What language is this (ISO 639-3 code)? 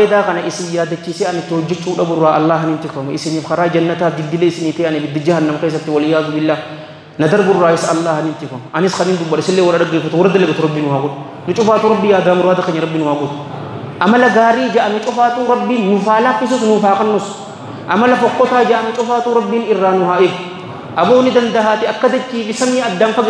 orm